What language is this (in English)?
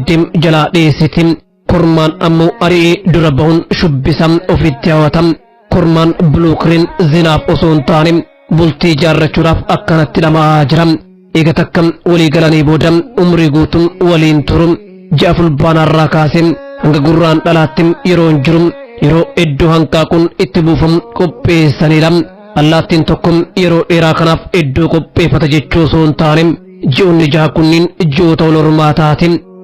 Oromo